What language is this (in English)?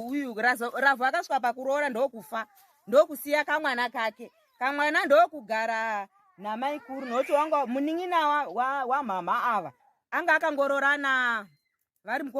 Shona